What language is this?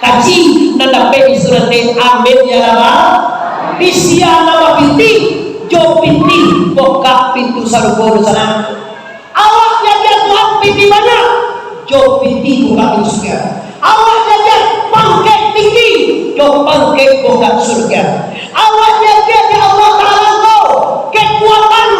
Minangkabau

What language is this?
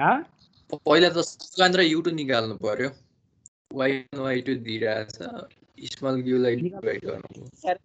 Nepali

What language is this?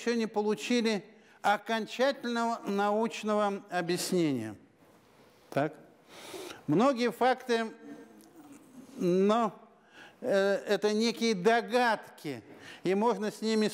Russian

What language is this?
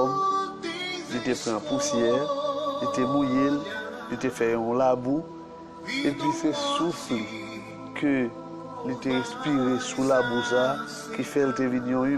Haitian Creole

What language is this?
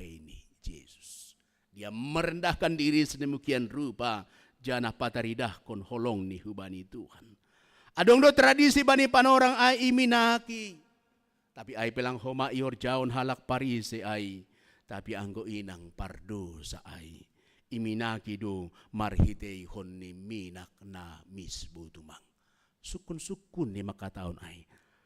Batak Simalungun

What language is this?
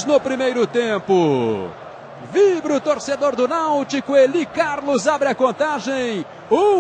Portuguese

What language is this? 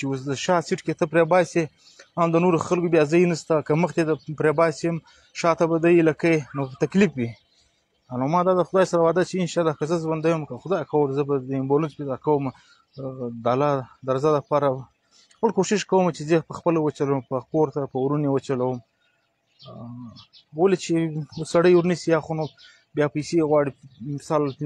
Pashto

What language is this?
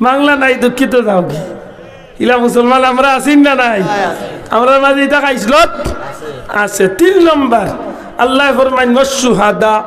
Sylheti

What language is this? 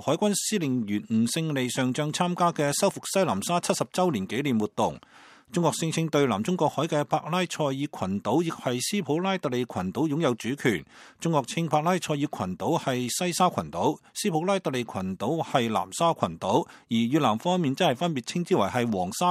Cantonese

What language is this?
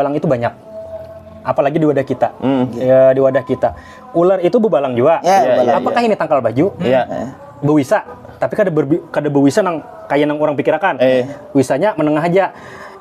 Banjar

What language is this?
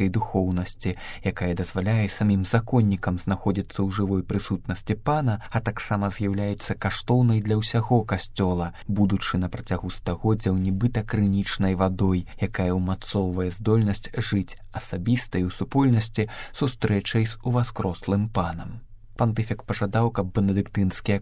Belarusian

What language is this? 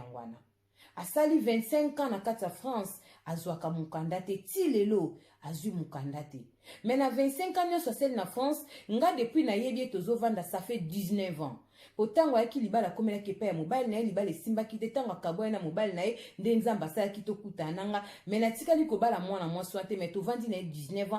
Lingala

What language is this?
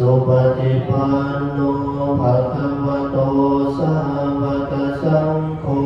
Pali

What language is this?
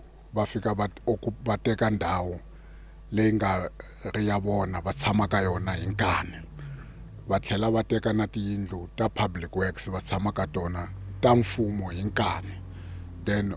Tsonga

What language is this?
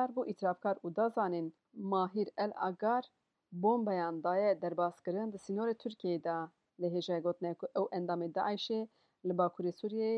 Kurdish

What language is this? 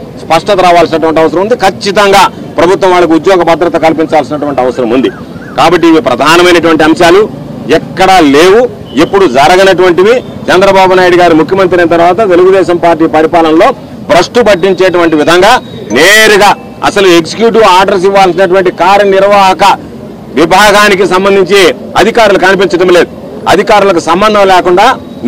Telugu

